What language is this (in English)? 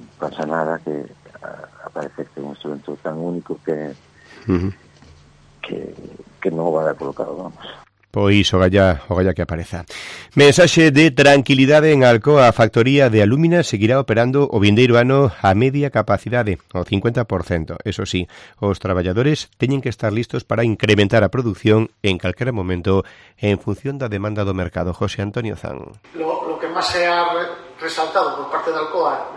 Galician